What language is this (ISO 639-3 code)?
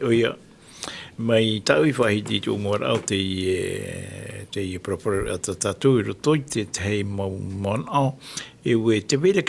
tah